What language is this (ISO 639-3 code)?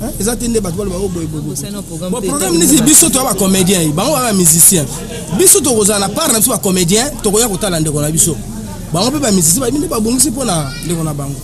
lin